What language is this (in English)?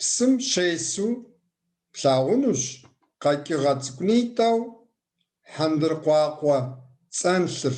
Kabardian